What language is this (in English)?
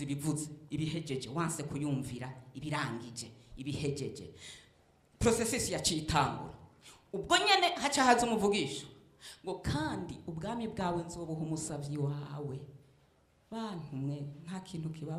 Rundi